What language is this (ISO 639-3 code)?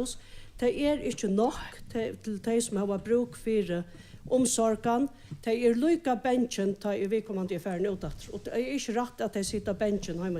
fao